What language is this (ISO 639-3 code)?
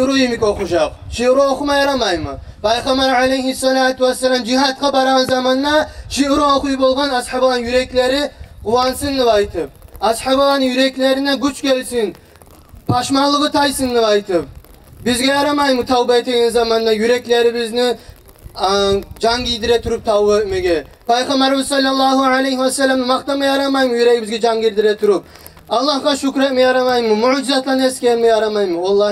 kum